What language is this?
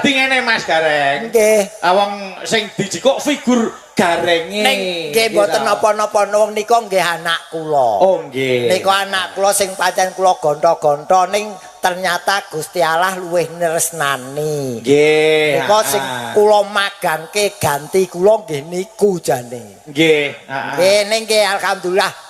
Javanese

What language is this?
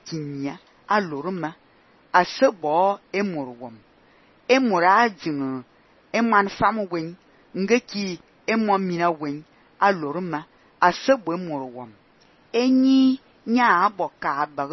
Fang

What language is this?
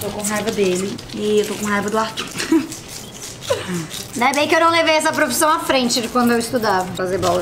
Portuguese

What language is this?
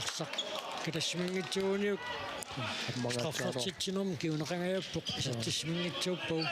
Kalaallisut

